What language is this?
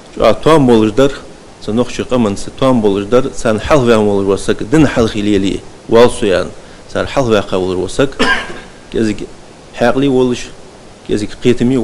Ingush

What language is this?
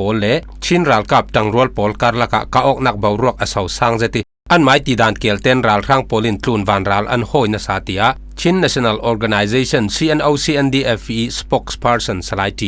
Falam Chin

